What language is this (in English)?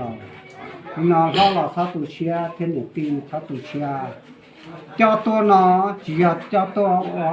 Hmong